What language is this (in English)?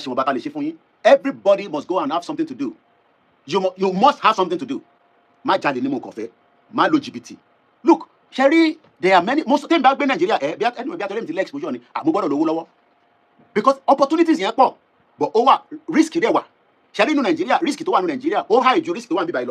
Yoruba